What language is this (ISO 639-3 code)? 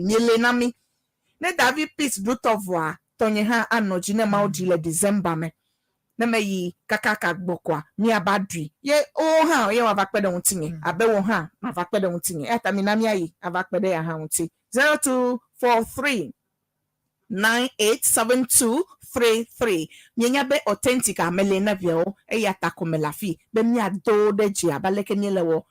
ewe